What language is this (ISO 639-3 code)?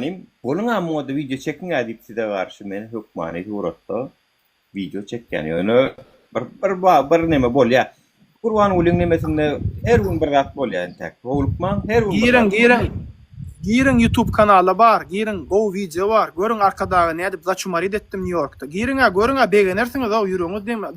tuk